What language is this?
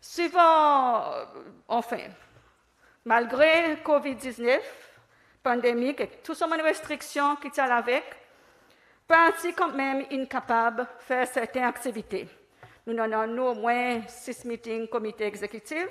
Seselwa Creole French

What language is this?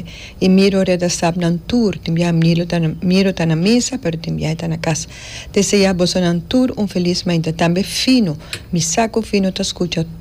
Papiamento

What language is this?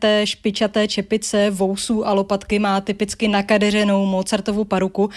Czech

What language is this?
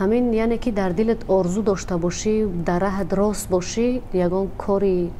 Tajik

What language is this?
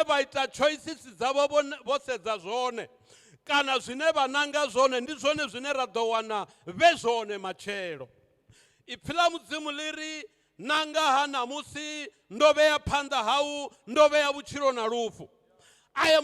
Venda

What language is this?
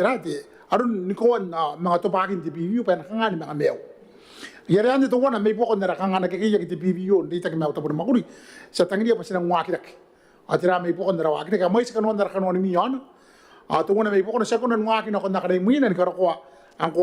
Gilbertese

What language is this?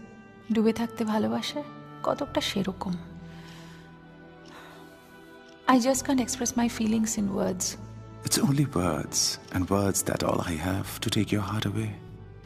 Bangla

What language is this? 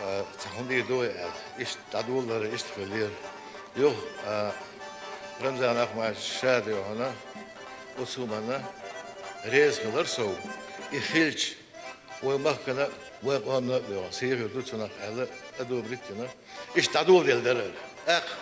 Chechen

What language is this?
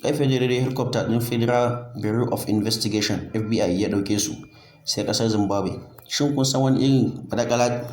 Hausa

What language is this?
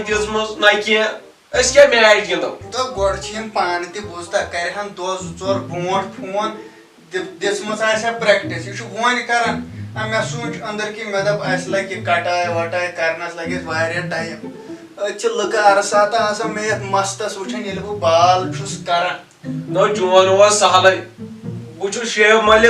Kashmiri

